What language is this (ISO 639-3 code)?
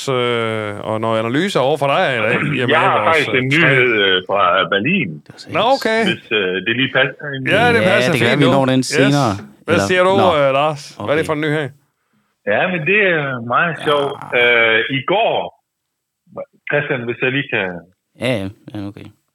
dan